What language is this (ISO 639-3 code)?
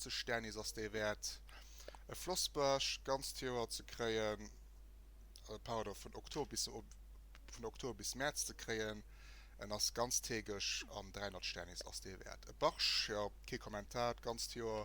ltz